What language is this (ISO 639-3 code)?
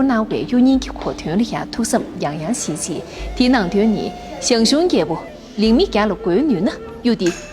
bod